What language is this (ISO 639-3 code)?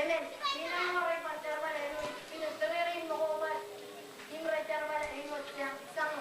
mah